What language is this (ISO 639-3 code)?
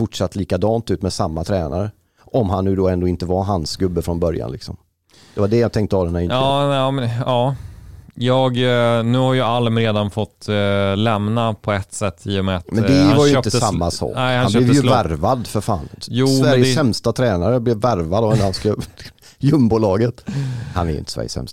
swe